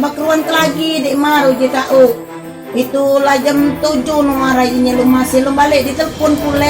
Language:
Musi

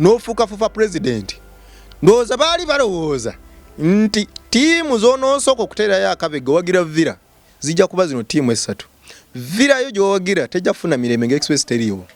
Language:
Ganda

